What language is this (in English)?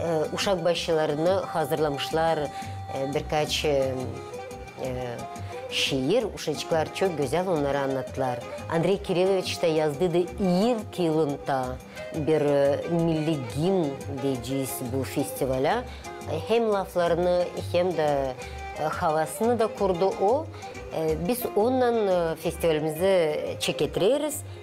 Gagauz